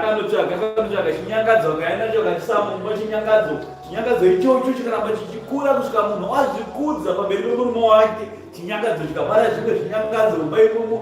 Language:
Shona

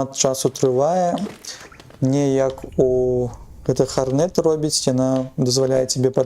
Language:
Belarusian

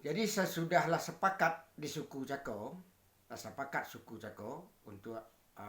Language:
Minangkabau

